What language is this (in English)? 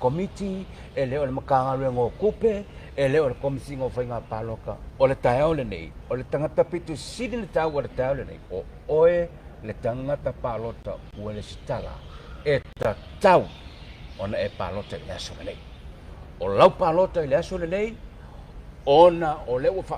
Samoan